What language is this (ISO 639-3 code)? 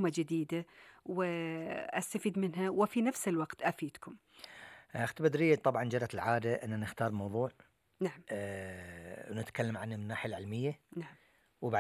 afb